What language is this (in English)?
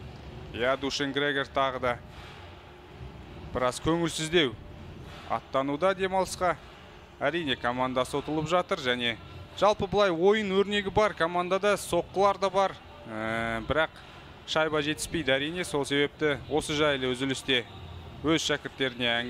Kazakh